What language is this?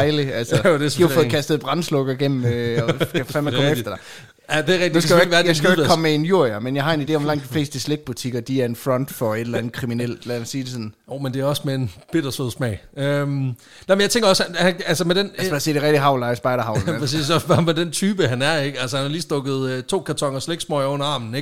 Danish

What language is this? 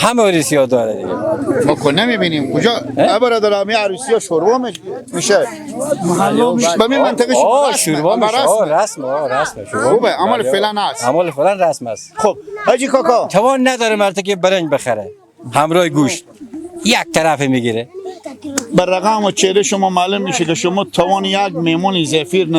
Persian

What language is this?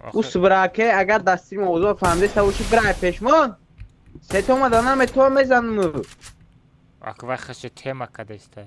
Tajik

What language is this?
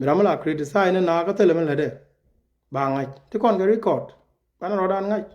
Nuer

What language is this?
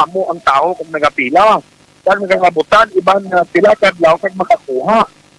Hiligaynon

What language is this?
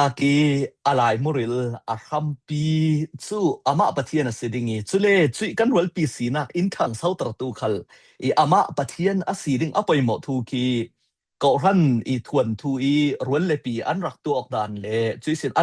Falam Chin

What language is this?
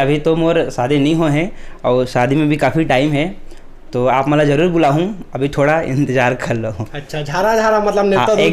Chhattisgarhi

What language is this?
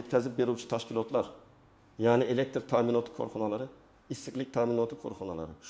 Uzbek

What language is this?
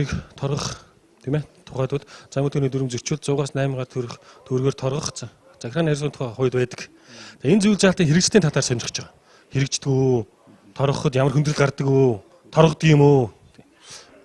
Mongolian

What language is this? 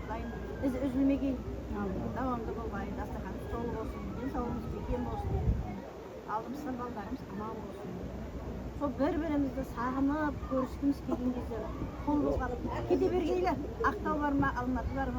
Kara-Kalpak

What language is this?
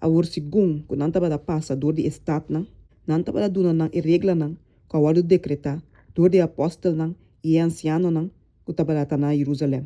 Papiamento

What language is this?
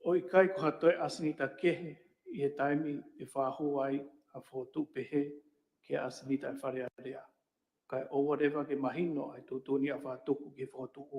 Tongan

